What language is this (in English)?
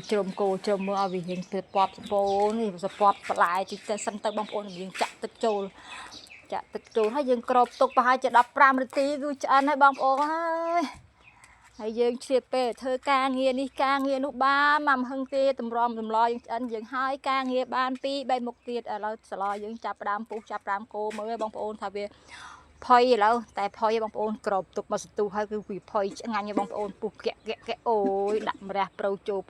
Khmer